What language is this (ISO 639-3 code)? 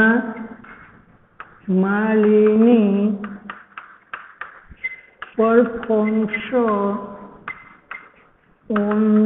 guj